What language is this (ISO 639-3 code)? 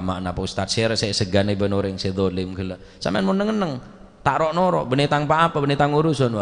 mad